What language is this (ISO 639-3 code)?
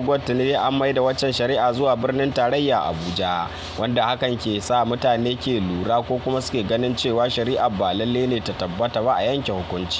hau